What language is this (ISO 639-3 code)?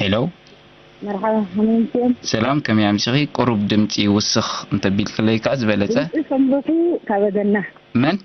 tir